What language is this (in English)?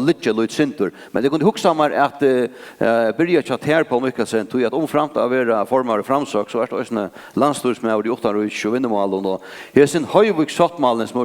Faroese